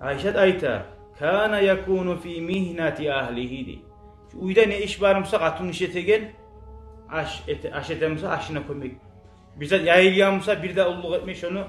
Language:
Kumyk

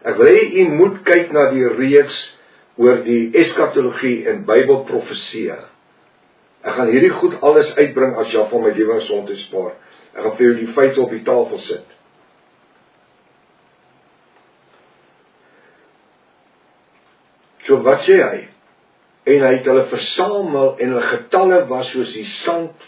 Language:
Afrikaans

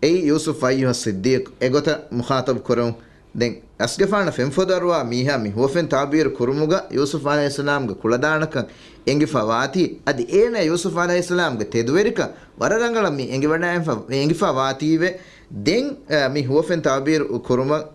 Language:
Divehi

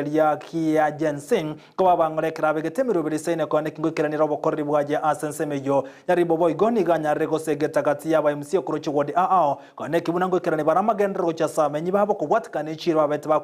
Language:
Gusii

